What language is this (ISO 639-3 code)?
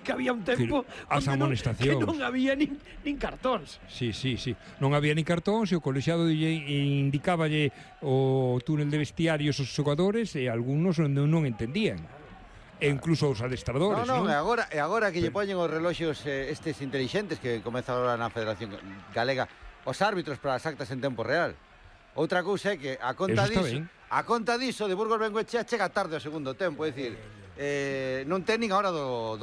glg